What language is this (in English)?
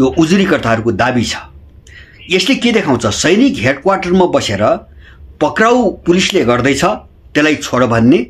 Nepali